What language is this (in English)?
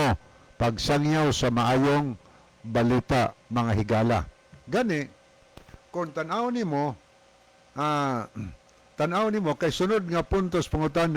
Cebuano